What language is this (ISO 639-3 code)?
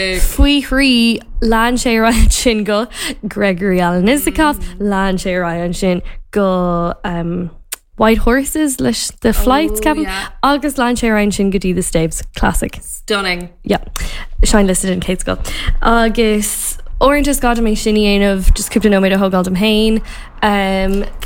gle